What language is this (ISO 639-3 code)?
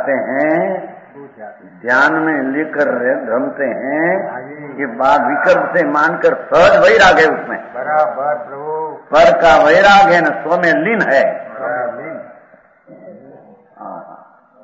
hin